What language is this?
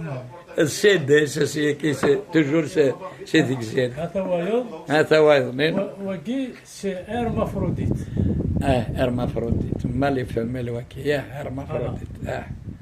Kabyle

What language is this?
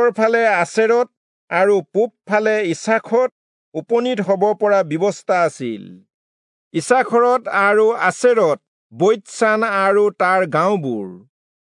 Assamese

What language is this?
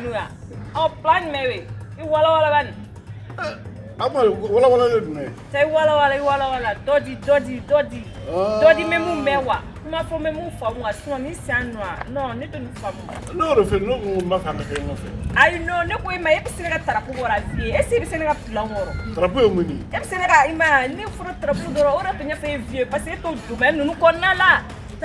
Bambara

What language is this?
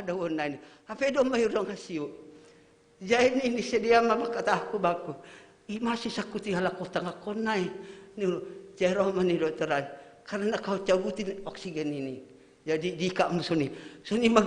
Batak Simalungun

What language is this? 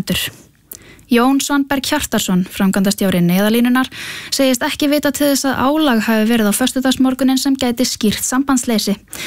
Icelandic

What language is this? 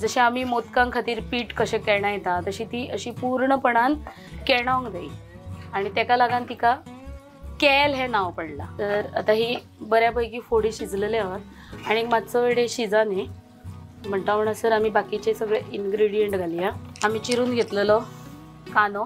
Konkani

